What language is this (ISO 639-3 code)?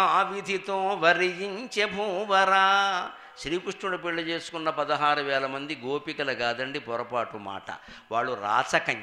tel